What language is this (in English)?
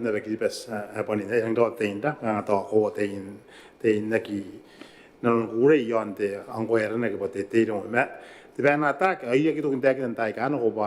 Gilbertese